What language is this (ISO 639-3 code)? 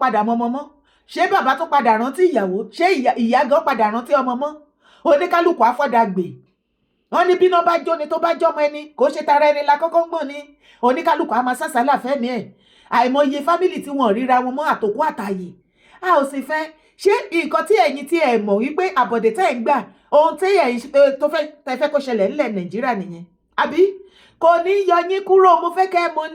yor